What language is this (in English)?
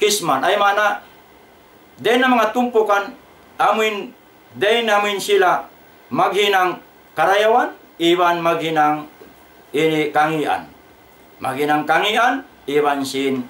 Tausug